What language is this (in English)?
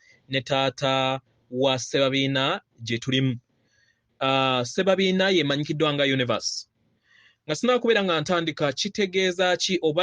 Ganda